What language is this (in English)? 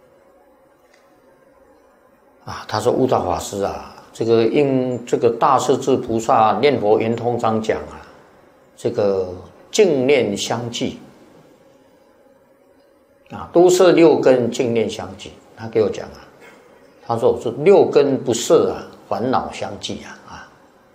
Chinese